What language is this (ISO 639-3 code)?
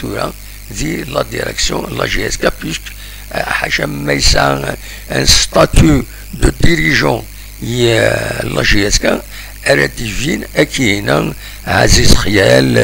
kab